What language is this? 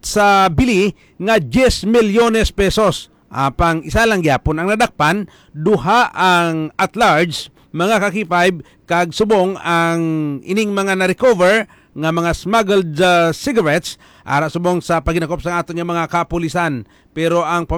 Hiligaynon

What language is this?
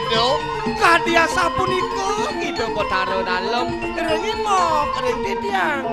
Balinese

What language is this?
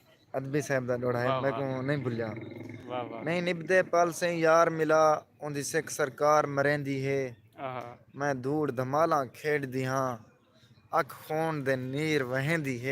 Saraiki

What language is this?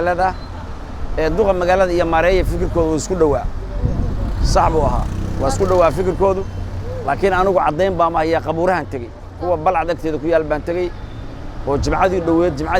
Somali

